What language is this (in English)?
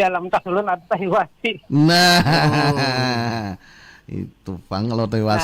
Banjar